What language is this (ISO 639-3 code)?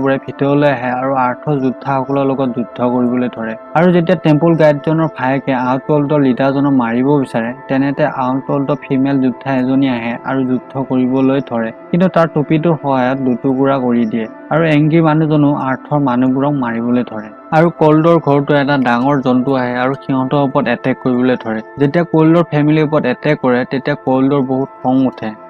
asm